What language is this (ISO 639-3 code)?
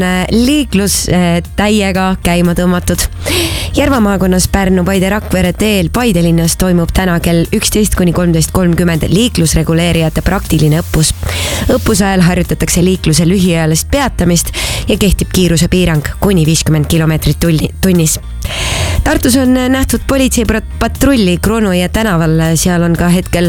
est